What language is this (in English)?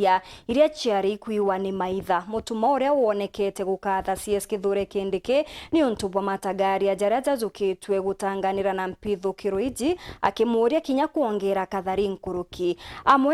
Meru